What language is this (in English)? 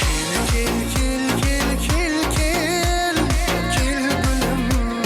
Kara-Kalpak